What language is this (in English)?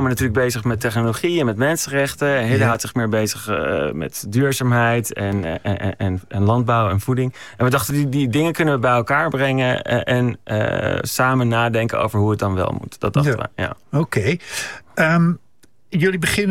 Dutch